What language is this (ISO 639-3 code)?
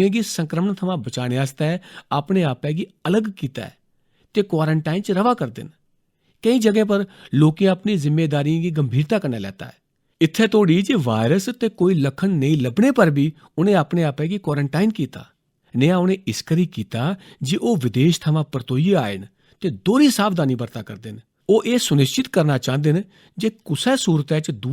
doi